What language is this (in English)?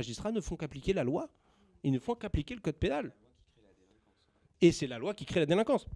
French